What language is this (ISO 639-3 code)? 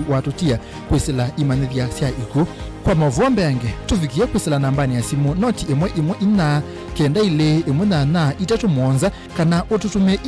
kam